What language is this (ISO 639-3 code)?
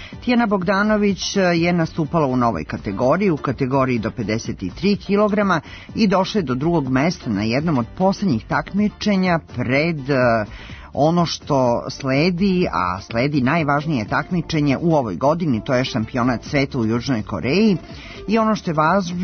srp